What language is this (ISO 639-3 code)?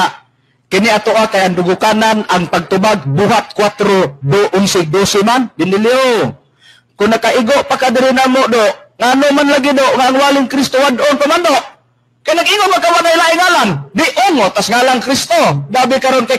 ceb